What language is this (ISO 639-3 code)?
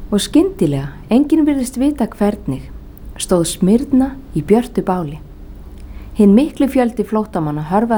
isl